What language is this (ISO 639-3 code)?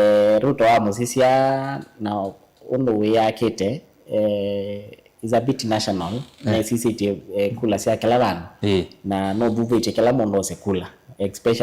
kam